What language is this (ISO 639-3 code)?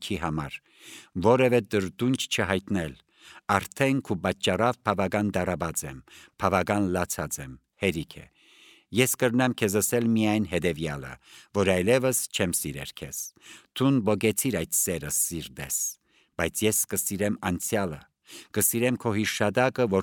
hye